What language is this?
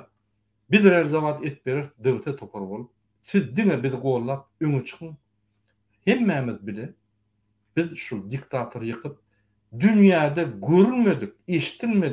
Turkmen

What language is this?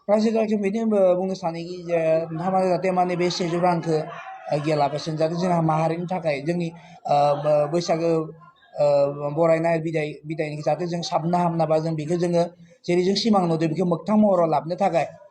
Bodo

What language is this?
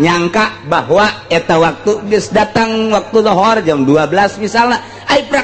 Sundanese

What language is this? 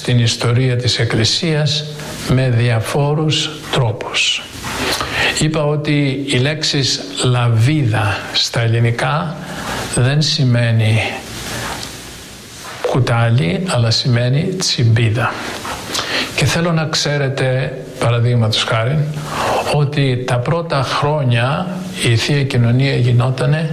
Greek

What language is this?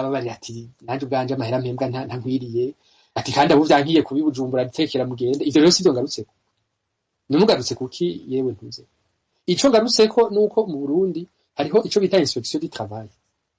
Rundi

